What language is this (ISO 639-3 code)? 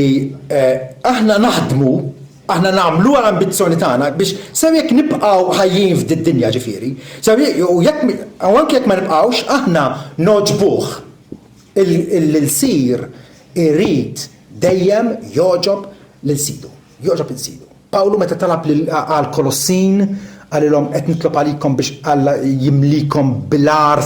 mlt